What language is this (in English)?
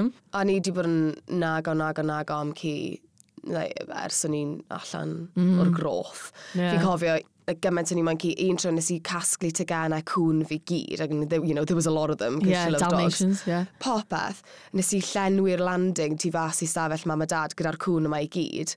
Welsh